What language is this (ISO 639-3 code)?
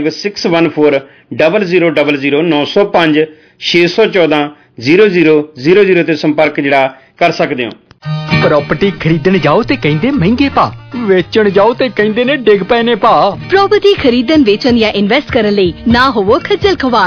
pan